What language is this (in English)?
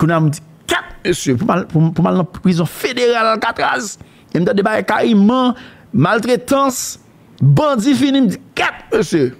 Haitian Creole